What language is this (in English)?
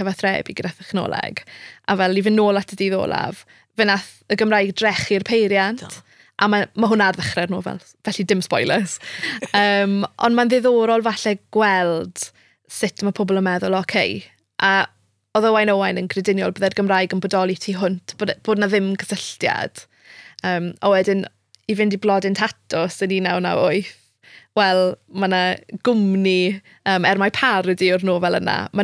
Welsh